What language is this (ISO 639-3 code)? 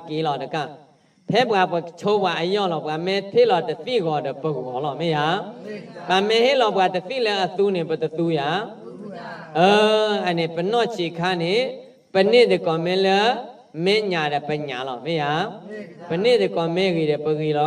ksw